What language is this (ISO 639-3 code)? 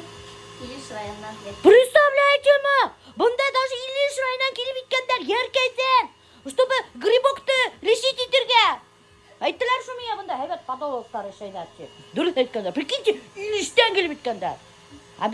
bak